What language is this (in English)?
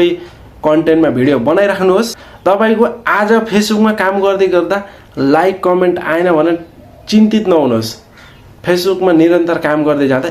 Nepali